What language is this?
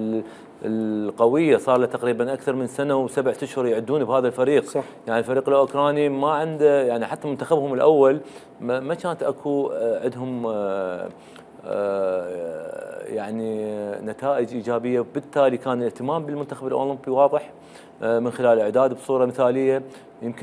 Mesopotamian Arabic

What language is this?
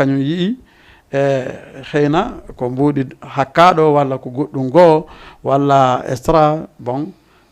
Fula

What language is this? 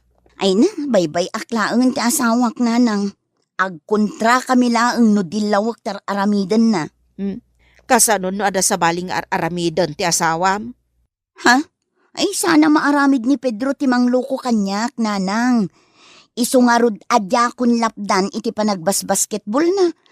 Iloko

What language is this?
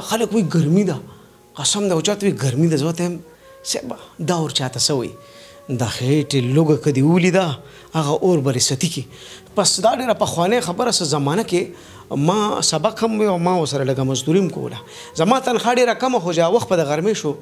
Pashto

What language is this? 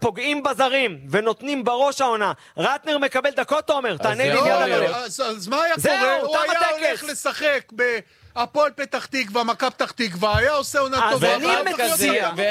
Hebrew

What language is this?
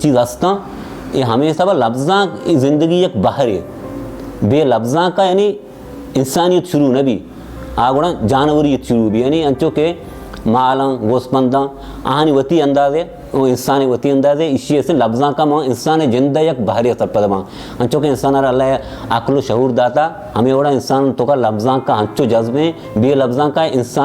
Baluchi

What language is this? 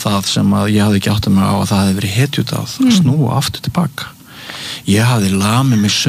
Icelandic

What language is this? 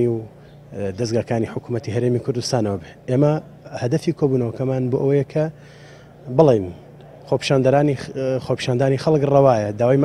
Central Kurdish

